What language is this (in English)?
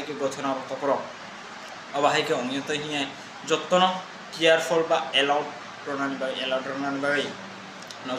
Kok Borok